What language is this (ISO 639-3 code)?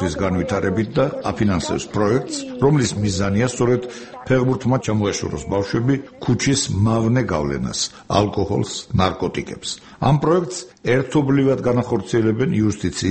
kat